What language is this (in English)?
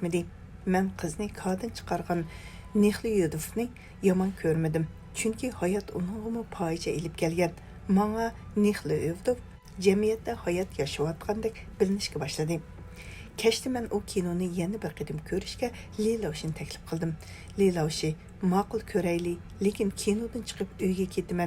Uyghur